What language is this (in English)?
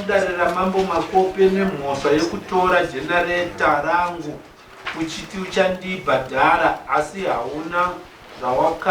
Shona